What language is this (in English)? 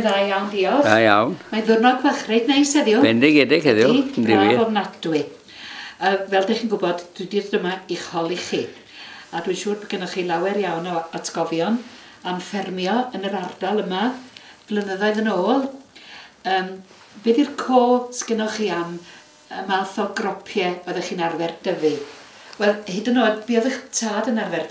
Welsh